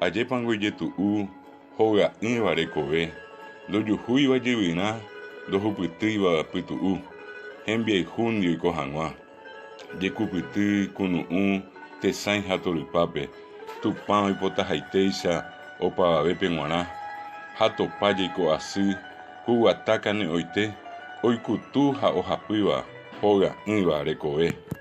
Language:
Guarani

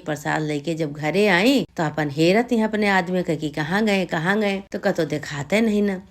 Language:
Awadhi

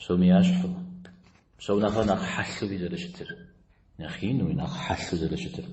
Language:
Kabardian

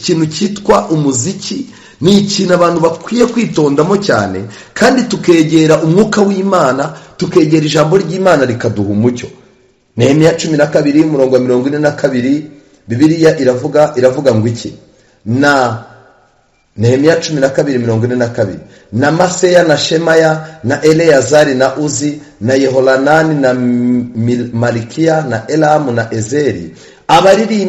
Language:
Kinyarwanda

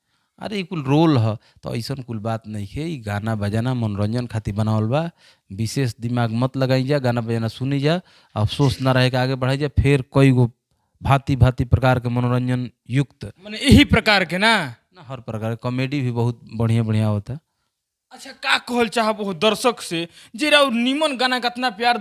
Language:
Bhojpuri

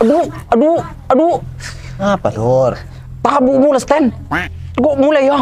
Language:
Madurese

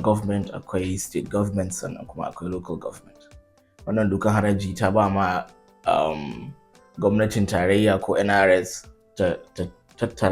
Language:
Hausa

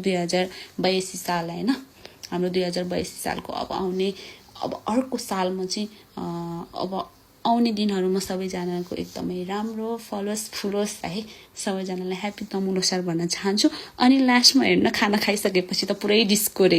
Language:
Nepali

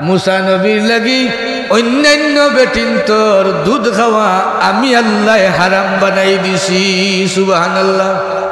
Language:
Sylheti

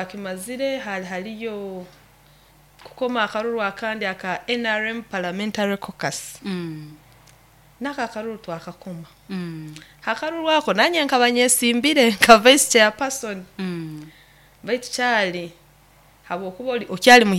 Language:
Nyoro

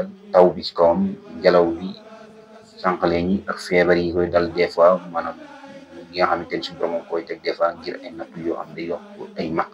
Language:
Wolof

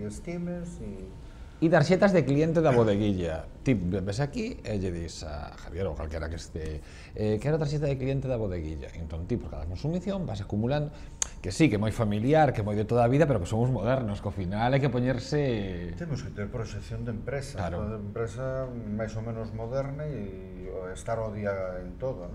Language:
Galician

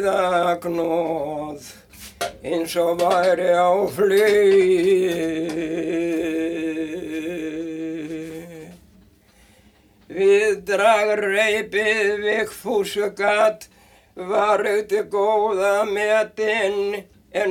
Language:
Icelandic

